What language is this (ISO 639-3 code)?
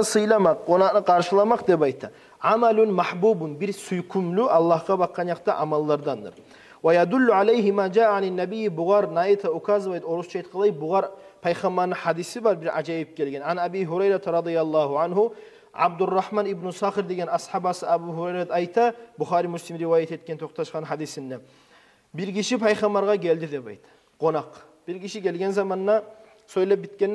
kum